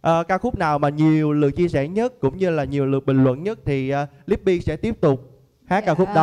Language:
Vietnamese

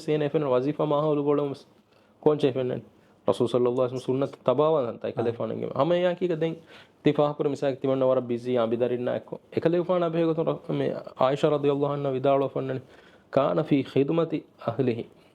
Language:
Divehi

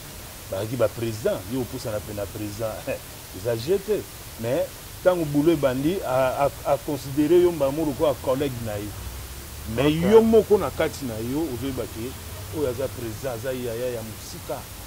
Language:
Lingala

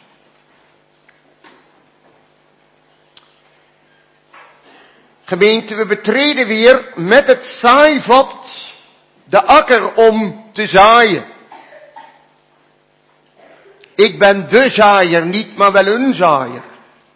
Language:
Dutch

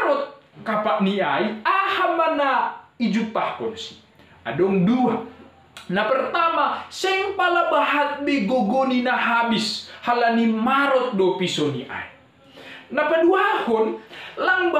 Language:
Batak Simalungun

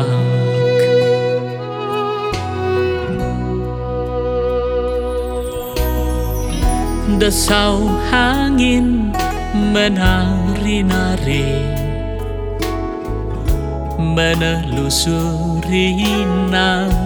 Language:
Indonesian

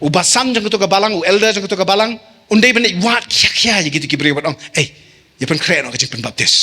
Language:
Khasi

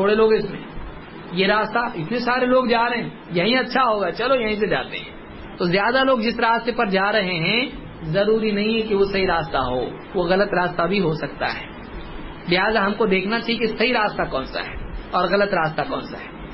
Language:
Urdu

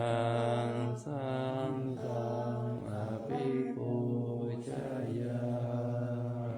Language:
Pali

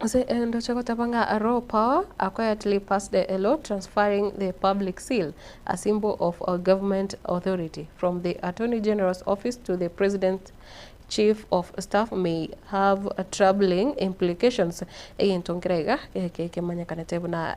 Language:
Gusii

